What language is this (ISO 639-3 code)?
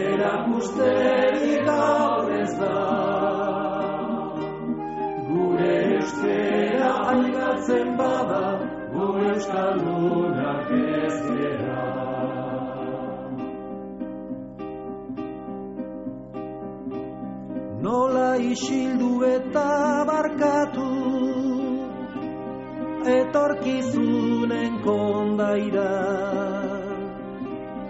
eus